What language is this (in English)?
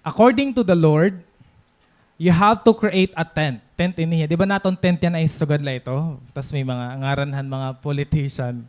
Waray